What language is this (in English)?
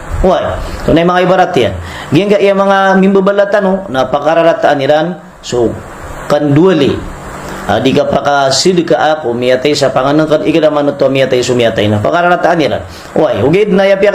Maranao